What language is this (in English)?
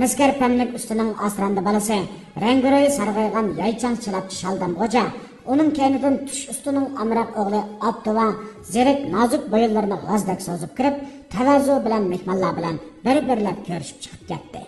Uyghur